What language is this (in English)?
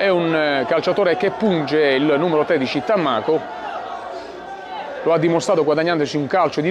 Italian